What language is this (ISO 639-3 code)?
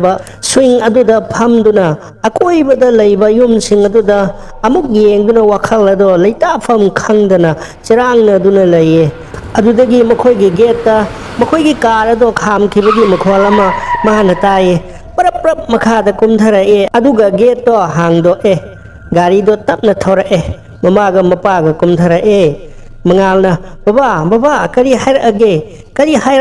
mni